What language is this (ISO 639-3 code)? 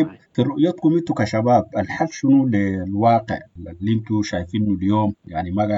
apd